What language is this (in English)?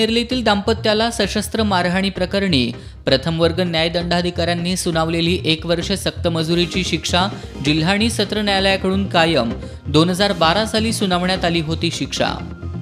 Marathi